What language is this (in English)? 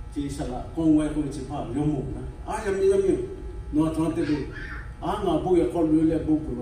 Lahu